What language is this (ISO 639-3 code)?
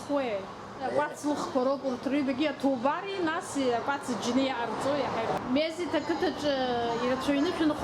abk